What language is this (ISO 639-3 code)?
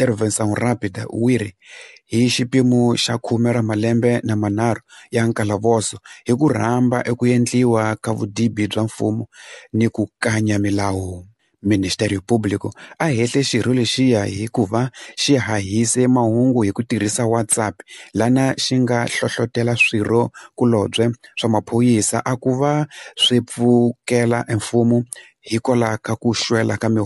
tso